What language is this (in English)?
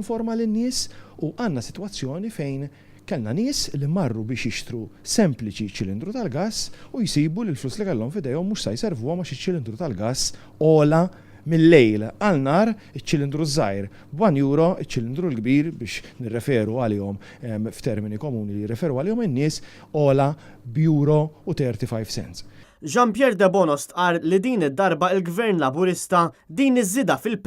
Maltese